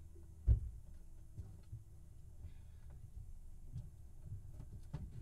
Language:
Finnish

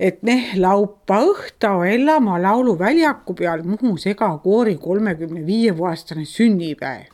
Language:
Estonian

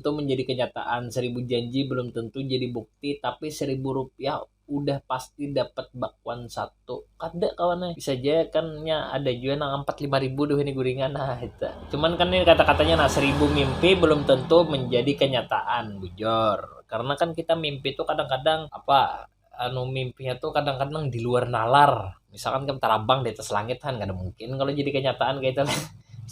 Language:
Banjar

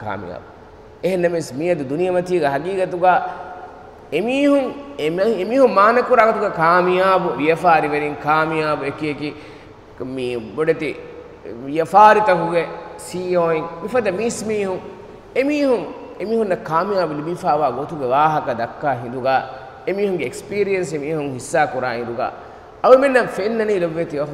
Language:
Divehi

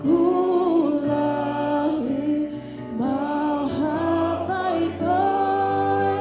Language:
Tongan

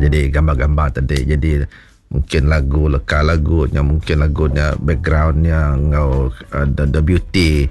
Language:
Iban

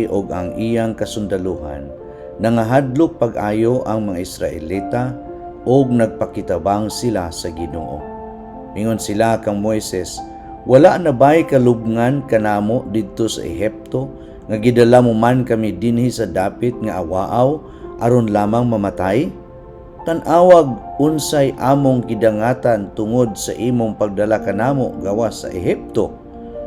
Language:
Cebuano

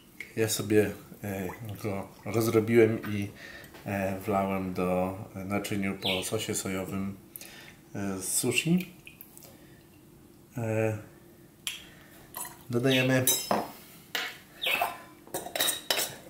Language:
Polish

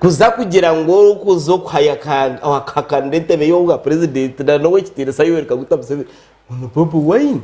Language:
Nyankole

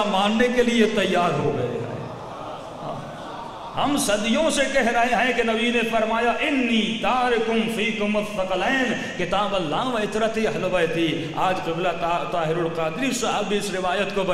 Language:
Urdu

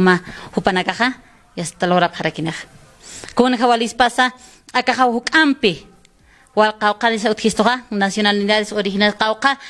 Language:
Aymara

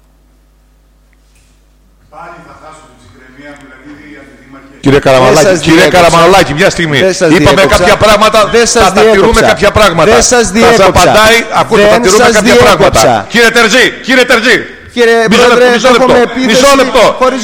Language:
Greek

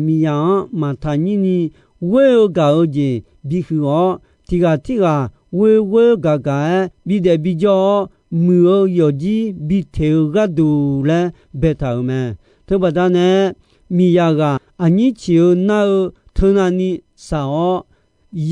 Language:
Akha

